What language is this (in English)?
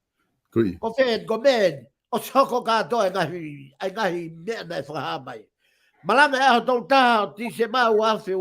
Tongan